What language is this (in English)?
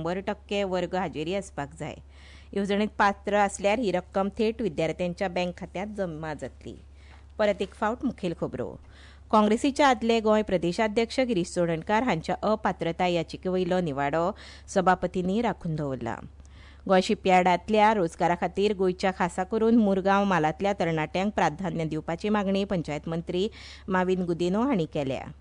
Konkani